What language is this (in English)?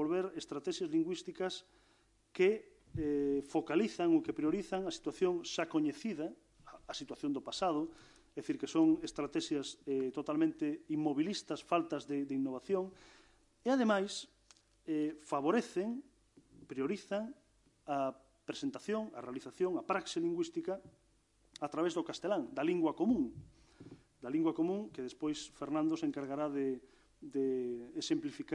Galician